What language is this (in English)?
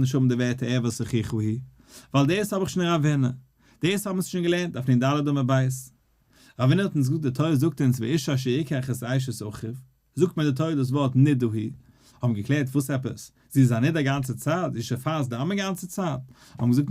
Yiddish